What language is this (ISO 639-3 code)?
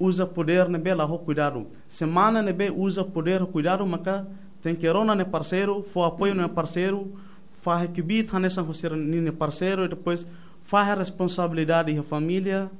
tet